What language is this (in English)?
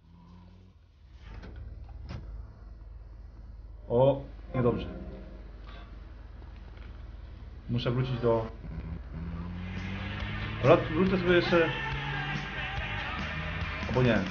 Polish